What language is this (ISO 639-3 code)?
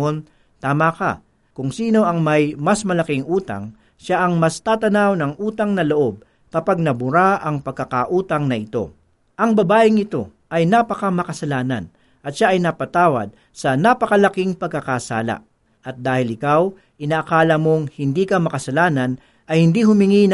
fil